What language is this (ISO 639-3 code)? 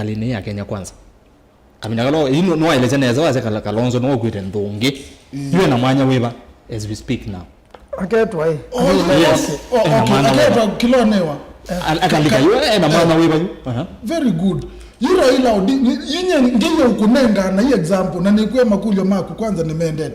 kam